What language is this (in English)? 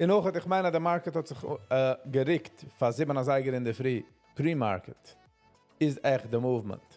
Yiddish